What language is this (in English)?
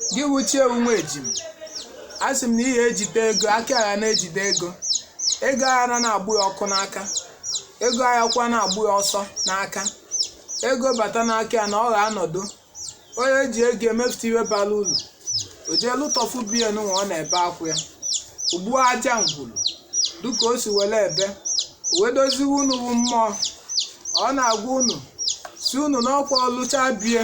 Igbo